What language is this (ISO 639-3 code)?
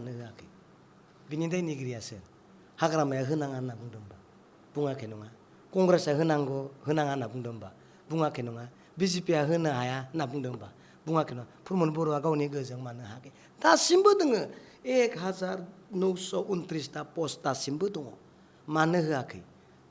brx